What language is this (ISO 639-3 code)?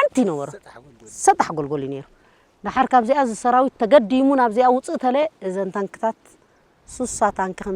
tir